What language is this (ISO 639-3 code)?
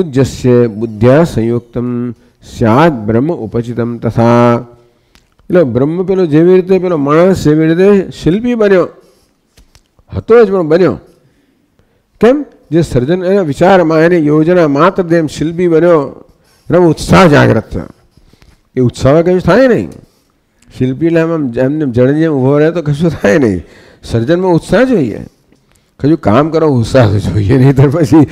guj